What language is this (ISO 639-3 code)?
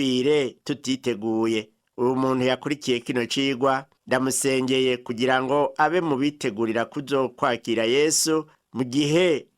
run